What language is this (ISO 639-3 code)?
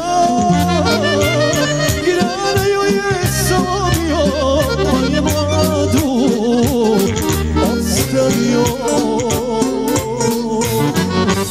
hrv